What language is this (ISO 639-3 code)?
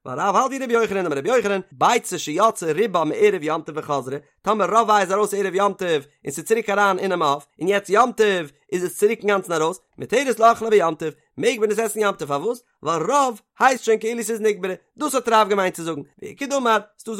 yid